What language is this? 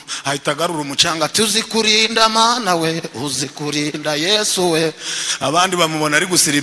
Kinyarwanda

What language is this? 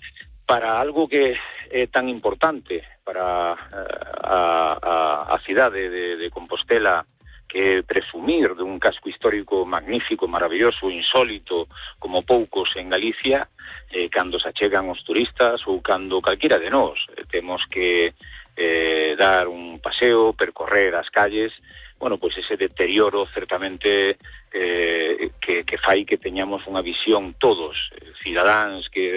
Galician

